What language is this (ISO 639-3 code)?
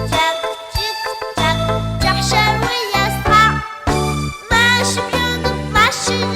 abk